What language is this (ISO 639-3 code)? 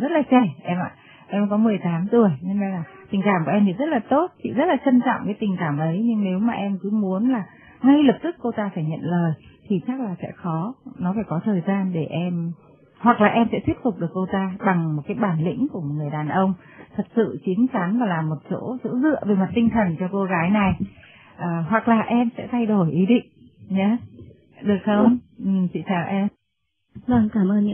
vie